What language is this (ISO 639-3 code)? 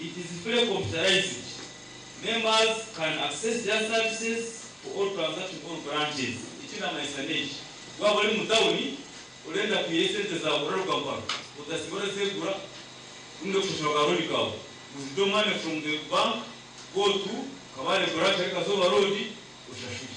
nyn